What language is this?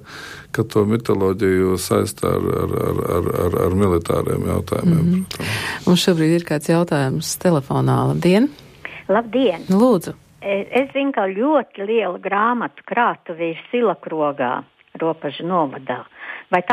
Latvian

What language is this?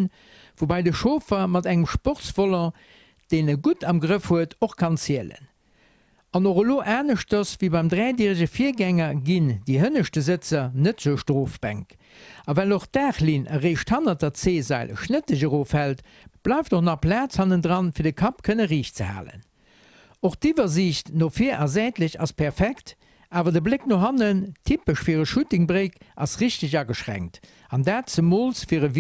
Luxembourgish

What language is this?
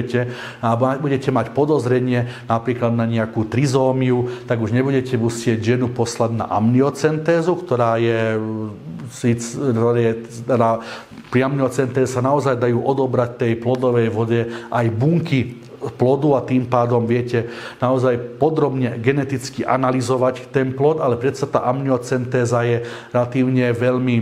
Slovak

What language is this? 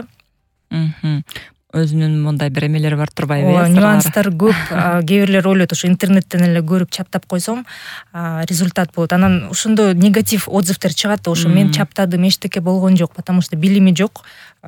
Kyrgyz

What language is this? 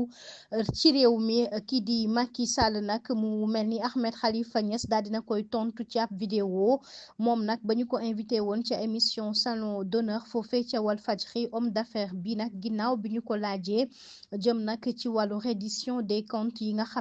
Wolof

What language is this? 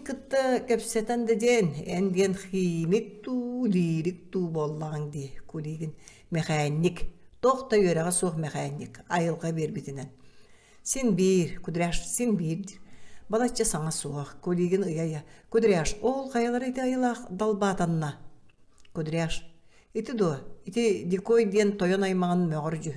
Yakut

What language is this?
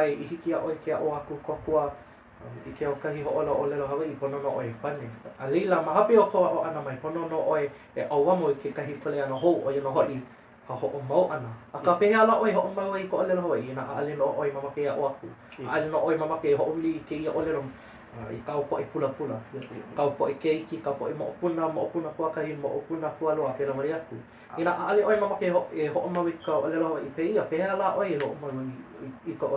Hawaiian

